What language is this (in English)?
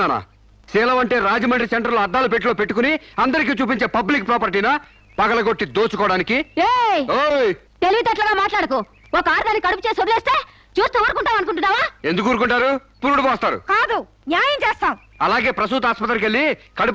Telugu